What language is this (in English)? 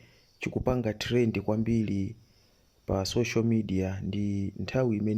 Nyanja